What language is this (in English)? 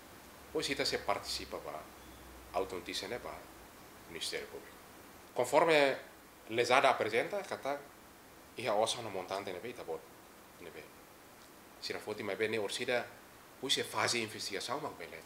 Tetum